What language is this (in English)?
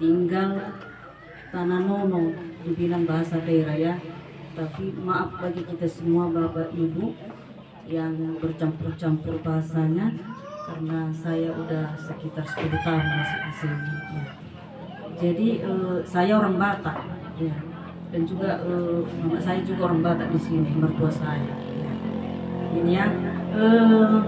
Nias